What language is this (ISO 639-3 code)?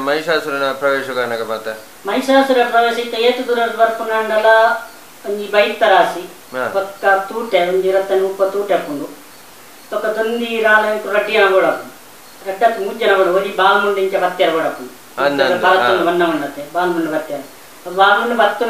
tcy